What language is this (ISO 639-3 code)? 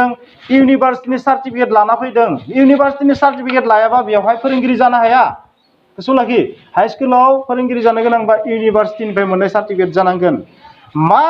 brx